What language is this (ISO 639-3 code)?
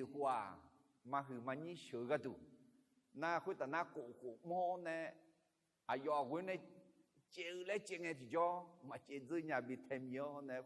ahk